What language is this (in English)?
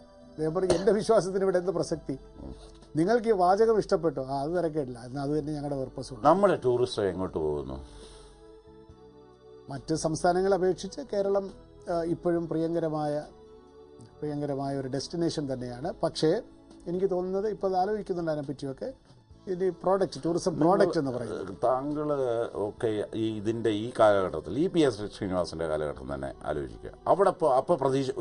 Malayalam